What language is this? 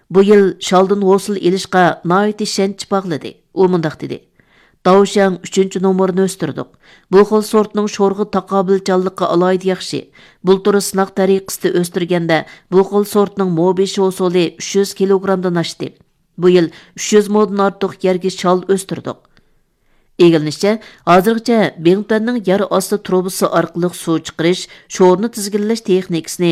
Uyghur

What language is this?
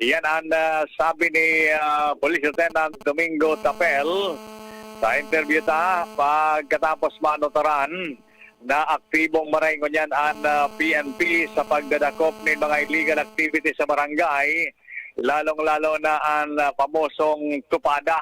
Bikol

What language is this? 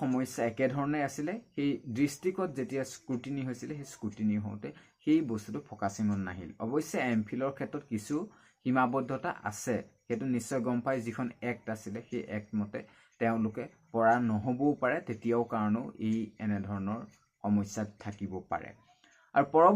Assamese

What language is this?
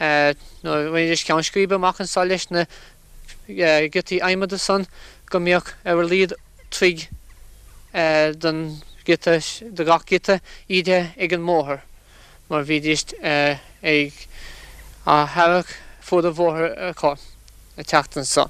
Irish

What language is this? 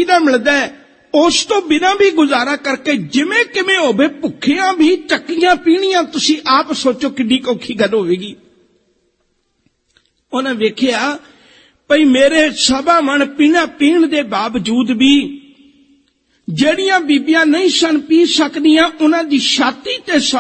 Punjabi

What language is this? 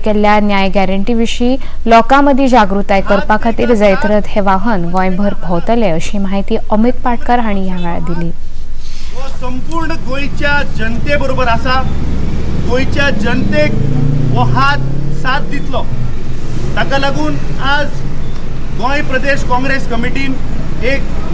Konkani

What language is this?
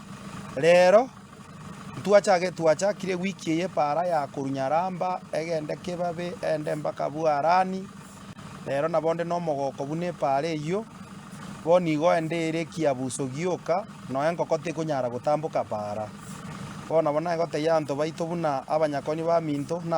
Gusii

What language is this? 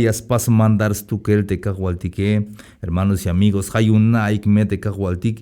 Tzeltal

